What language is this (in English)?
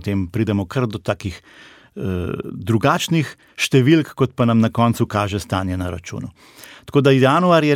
Slovenian